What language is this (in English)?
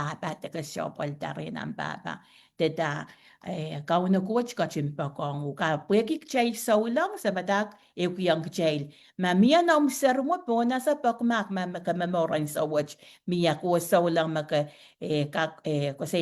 Pohnpeian